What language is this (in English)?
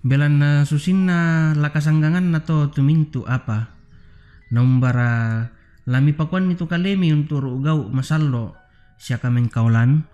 Toraja-Sa'dan